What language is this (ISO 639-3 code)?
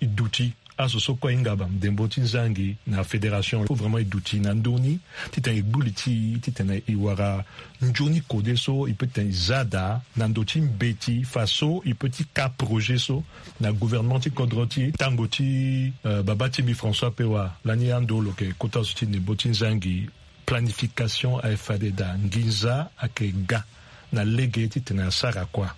sag